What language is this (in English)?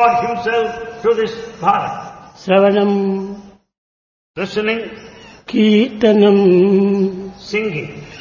Telugu